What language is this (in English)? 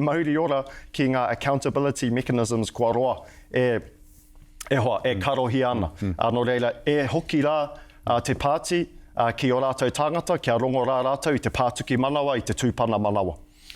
Māori